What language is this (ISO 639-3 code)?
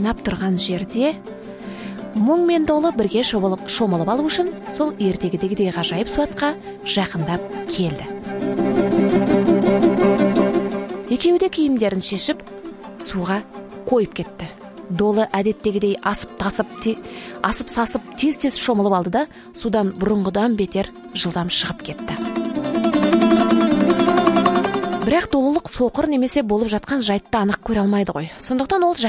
kaz